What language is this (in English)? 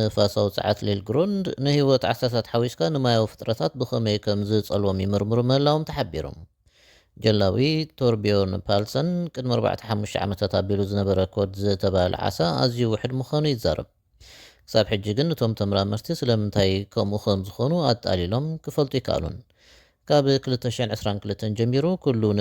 Tigrinya